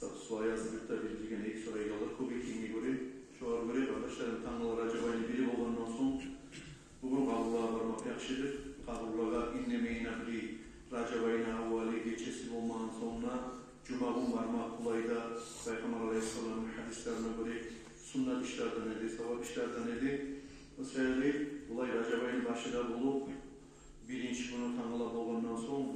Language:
Kumyk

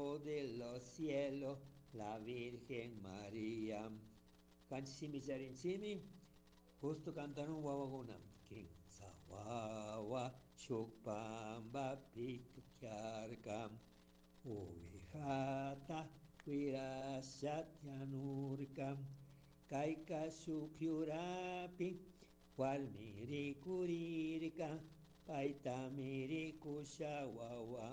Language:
Chimborazo Highland Quichua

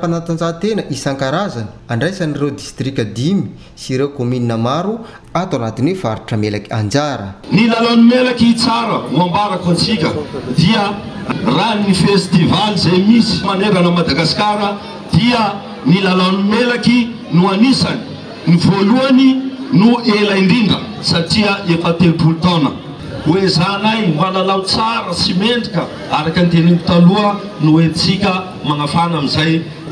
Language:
Malagasy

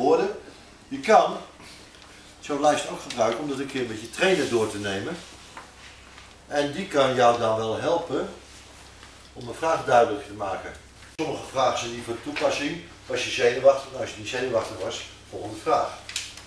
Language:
Dutch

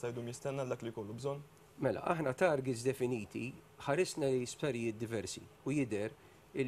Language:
Maltese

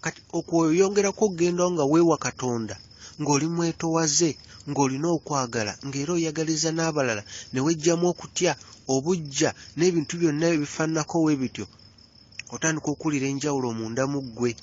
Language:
Ganda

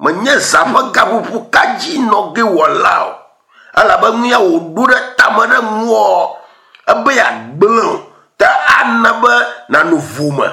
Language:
Ewe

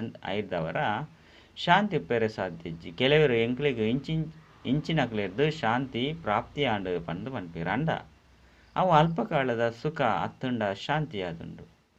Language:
Tulu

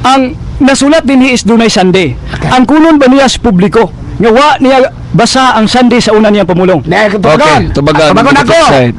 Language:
Cebuano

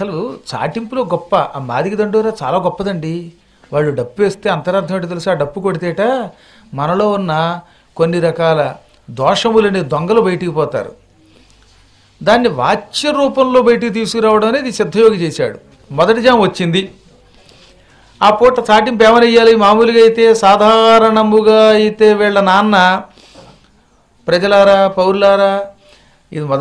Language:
Telugu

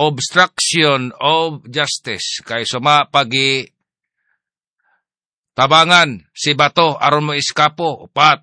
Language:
Cebuano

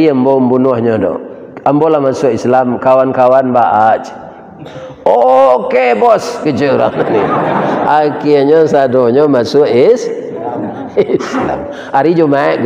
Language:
Minangkabau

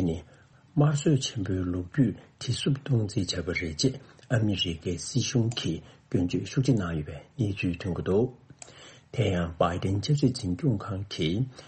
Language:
Tibetan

